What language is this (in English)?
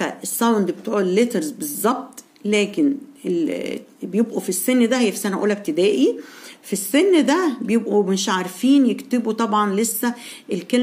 Egyptian Arabic